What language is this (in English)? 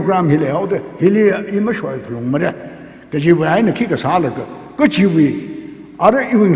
Tangkhul Naga (India)